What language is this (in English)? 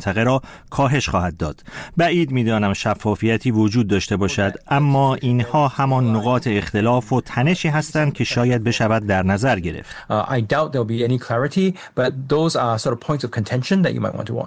Persian